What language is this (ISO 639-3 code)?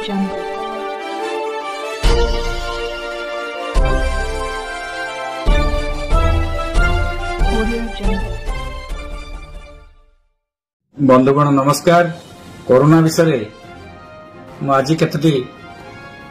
ori